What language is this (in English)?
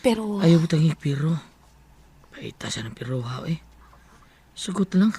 Cebuano